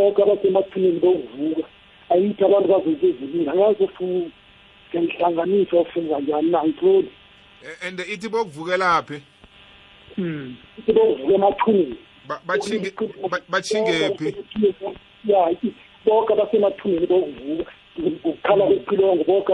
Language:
South Ndebele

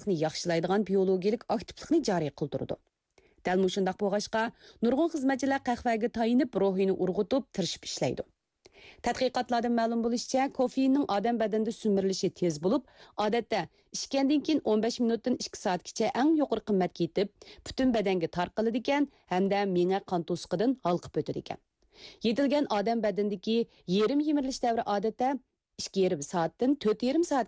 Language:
Uyghur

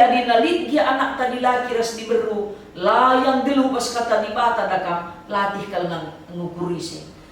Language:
Batak Karo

